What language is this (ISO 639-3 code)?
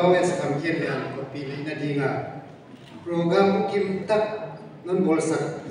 pck